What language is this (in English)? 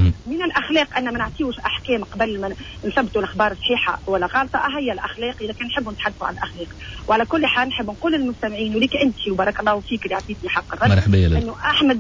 Tunisian Arabic